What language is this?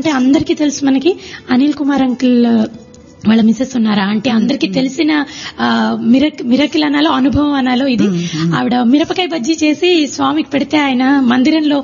Telugu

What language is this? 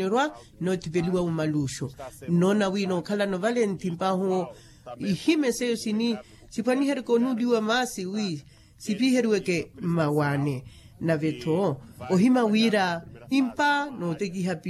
Makhuwa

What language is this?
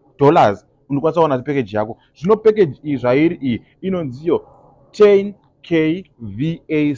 Shona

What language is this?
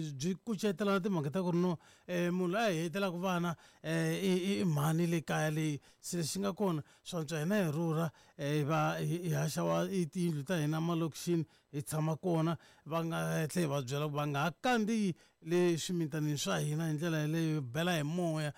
Tsonga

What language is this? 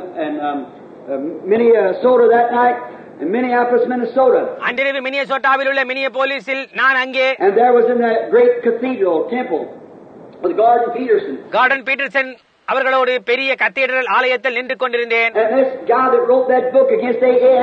Tamil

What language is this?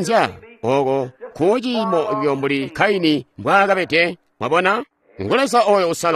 Tonga (Zambia)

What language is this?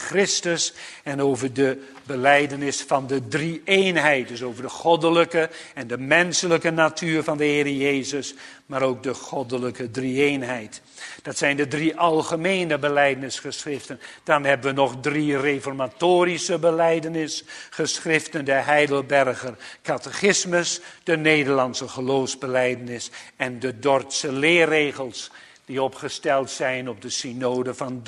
Dutch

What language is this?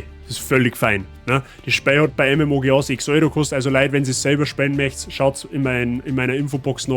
Bavarian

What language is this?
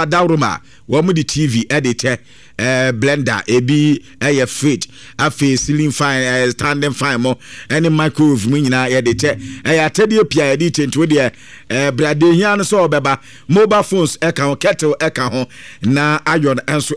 Akan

